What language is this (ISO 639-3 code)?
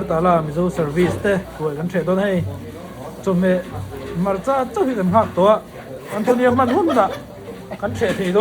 lus